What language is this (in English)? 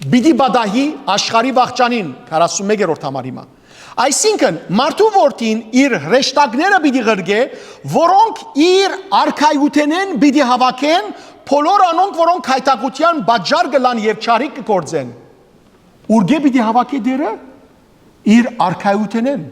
Western Armenian